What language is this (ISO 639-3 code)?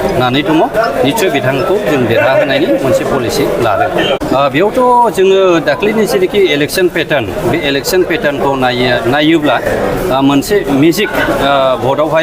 brx